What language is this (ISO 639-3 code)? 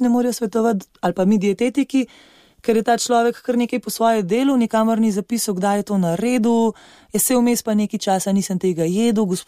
slv